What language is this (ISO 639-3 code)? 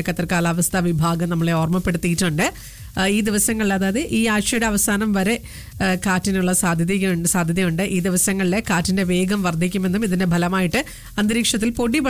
mal